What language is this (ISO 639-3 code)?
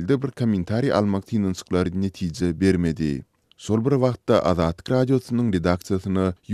tuk